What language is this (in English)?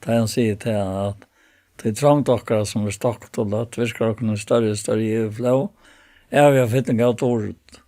Faroese